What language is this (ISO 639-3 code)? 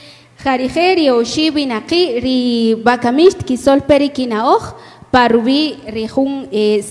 cak